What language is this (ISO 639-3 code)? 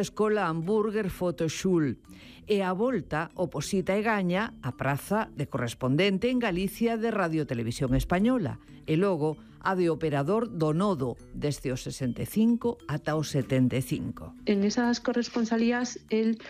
glg